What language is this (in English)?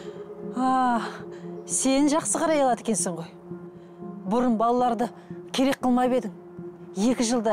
Kazakh